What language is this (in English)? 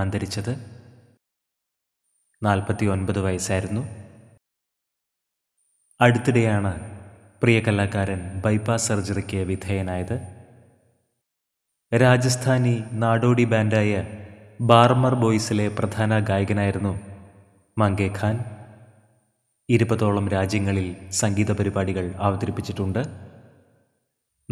Malayalam